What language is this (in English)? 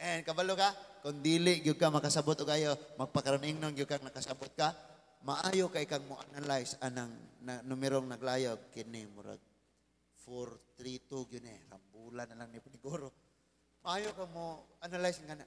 Cebuano